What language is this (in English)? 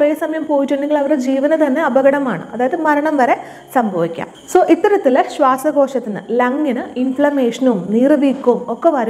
Malayalam